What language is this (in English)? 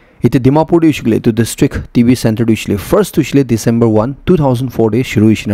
Naga Pidgin